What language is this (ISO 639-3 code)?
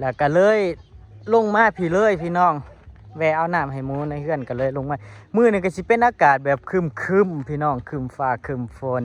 tts